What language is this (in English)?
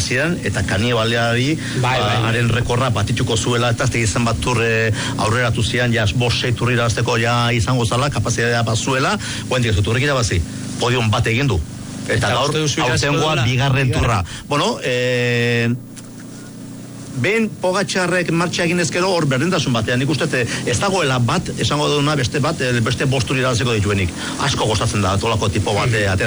Basque